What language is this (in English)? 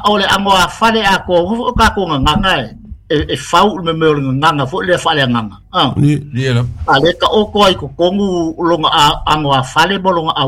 Samoan